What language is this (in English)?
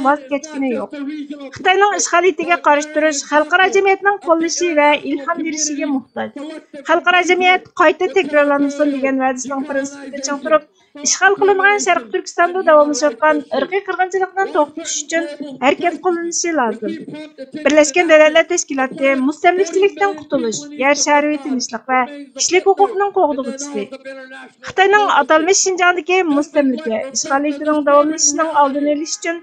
Uyghur